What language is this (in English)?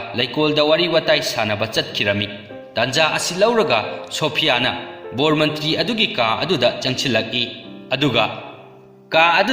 Manipuri